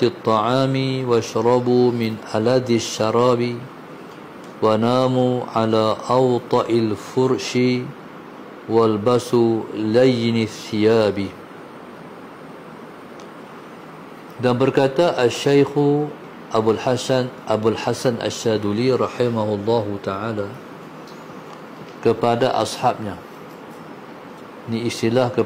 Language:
Malay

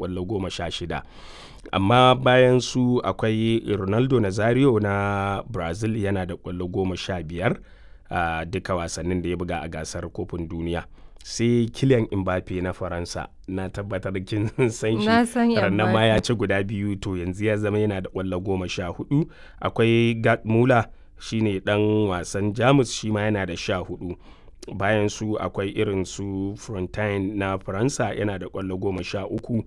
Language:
Hausa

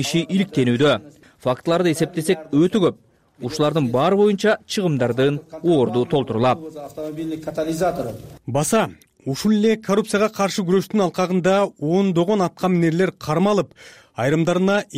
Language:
Kyrgyz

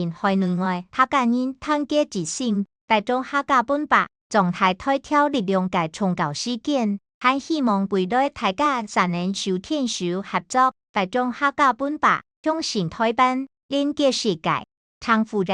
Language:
Hakka Chinese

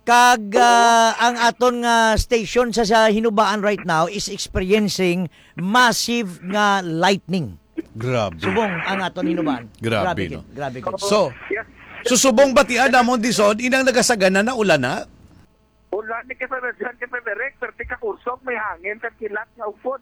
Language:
Hiligaynon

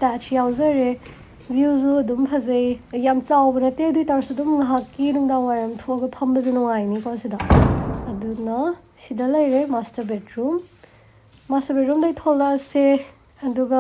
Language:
Manipuri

